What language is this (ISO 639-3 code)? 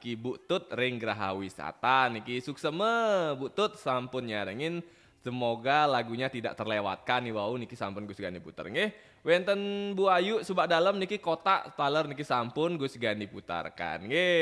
ban